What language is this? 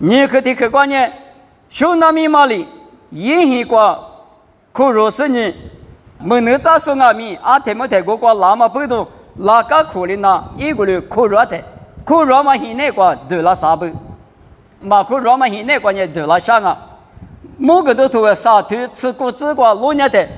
Lisu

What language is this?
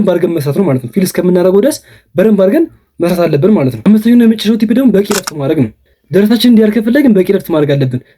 Amharic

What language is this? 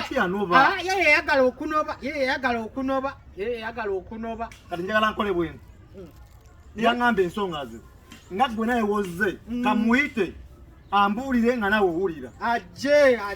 Ganda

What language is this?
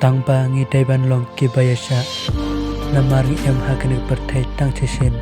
Khasi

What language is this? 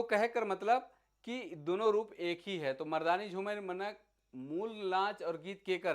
Sadri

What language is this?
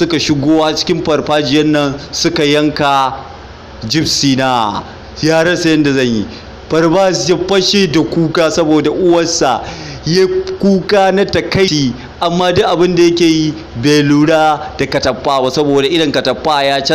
Hausa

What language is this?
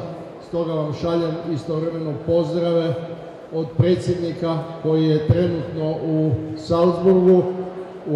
Croatian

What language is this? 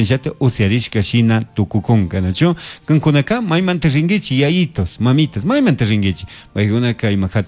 Chimborazo Highland Quichua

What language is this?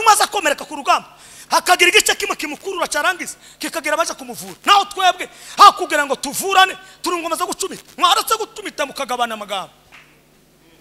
Kinyarwanda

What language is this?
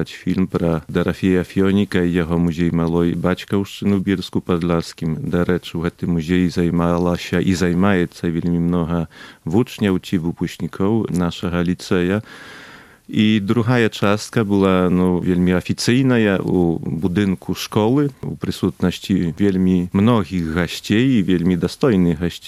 Belarusian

